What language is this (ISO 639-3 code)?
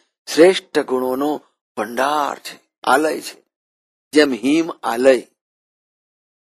guj